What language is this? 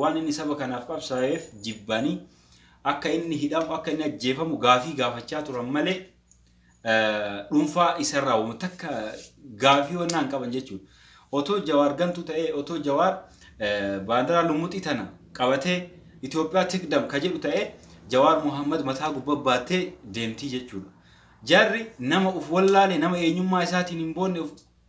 Oromo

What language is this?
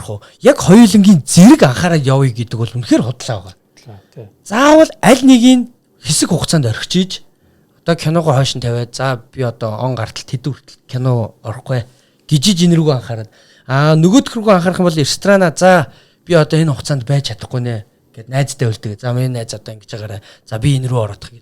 Mongolian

